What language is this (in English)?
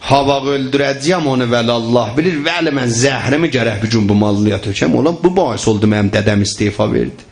South Azerbaijani